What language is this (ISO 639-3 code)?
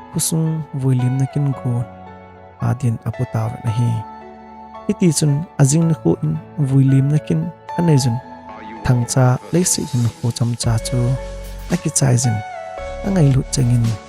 tcz